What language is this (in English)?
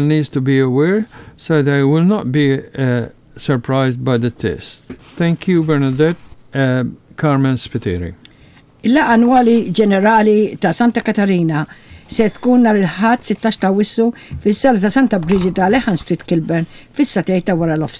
Maltese